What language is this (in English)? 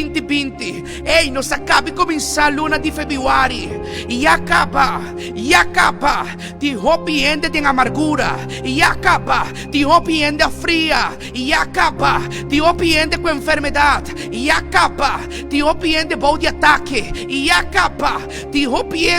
Papiamento